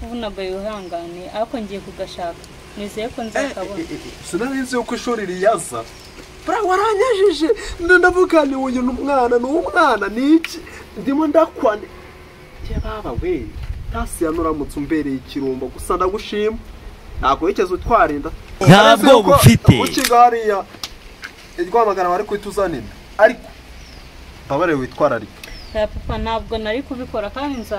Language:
Kinyarwanda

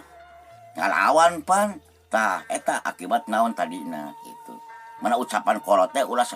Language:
Sundanese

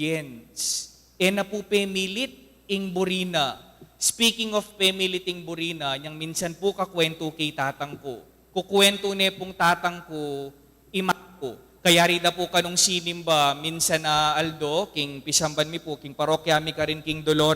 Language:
Pampanga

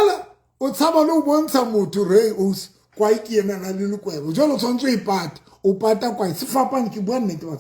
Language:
Southern Sotho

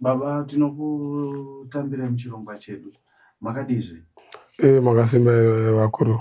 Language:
Shona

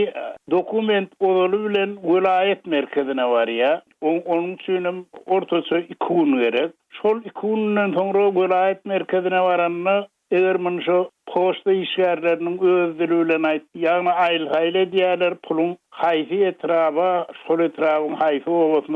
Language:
Turkmen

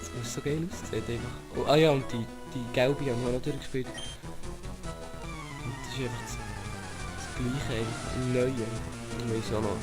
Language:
Swiss German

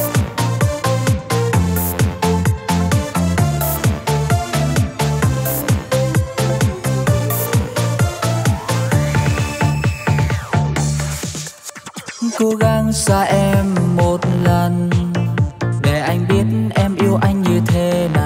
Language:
Vietnamese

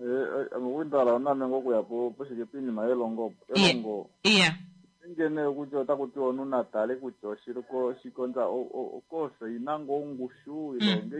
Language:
Kuanyama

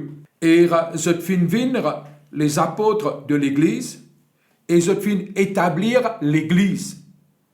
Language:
Morisyen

